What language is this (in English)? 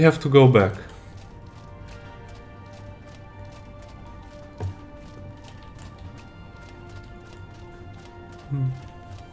English